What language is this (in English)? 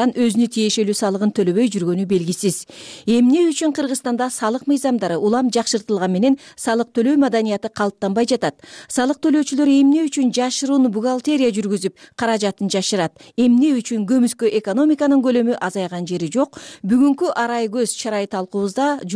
Kyrgyz